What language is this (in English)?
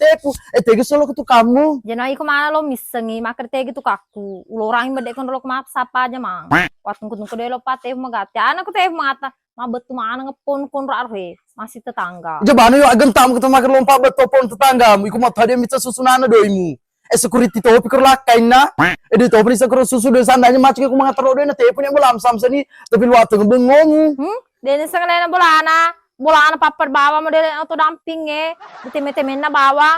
Buginese